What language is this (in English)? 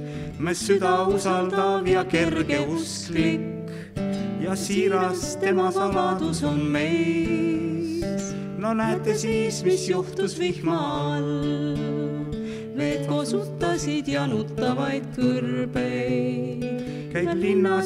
Estonian